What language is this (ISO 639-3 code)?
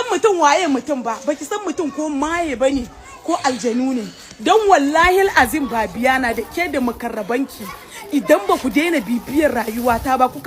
hau